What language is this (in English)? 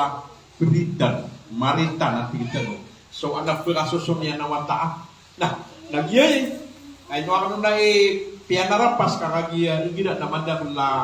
Maranao